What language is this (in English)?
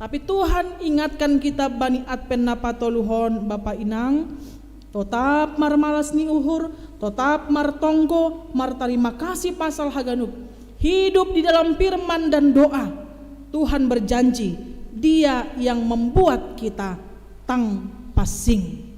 Batak Simalungun